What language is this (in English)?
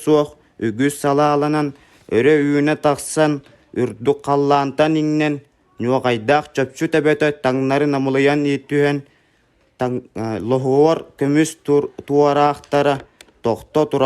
Yakut